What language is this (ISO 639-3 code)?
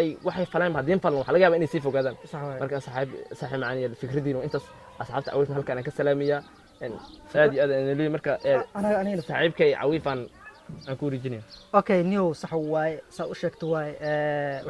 som